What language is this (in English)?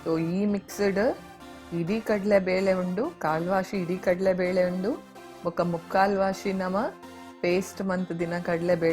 Tulu